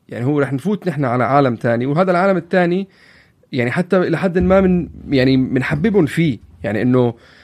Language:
North Levantine Arabic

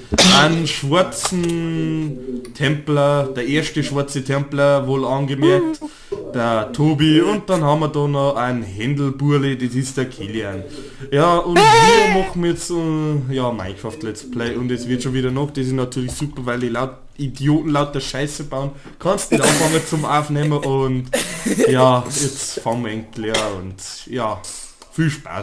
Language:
Bavarian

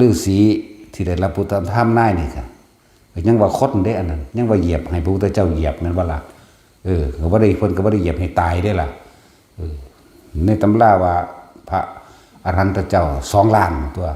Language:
Northeastern Thai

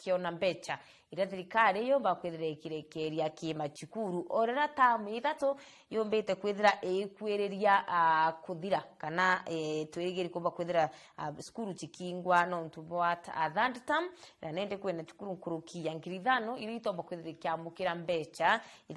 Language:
Meru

